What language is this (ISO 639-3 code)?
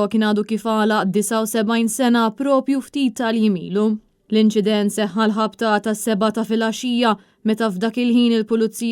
mlt